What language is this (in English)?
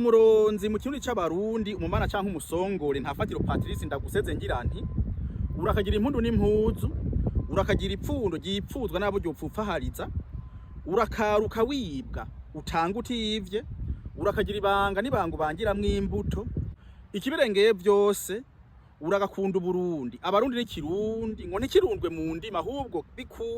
Rundi